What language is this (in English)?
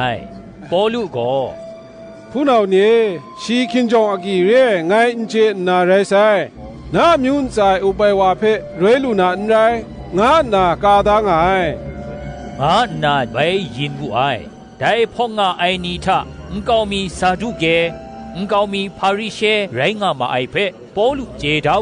Kachin